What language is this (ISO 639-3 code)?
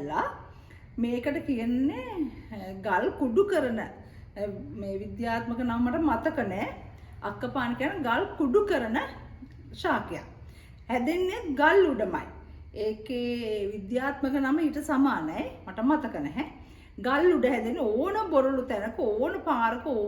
sin